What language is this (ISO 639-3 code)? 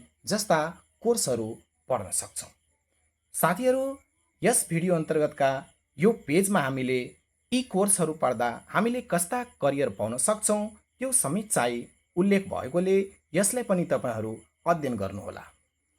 nep